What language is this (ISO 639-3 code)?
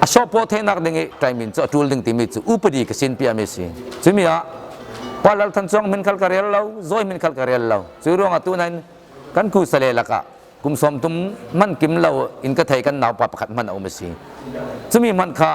cfm